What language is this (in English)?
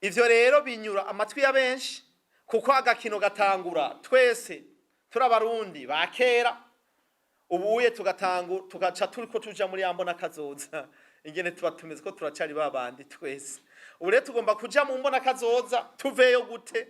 Rundi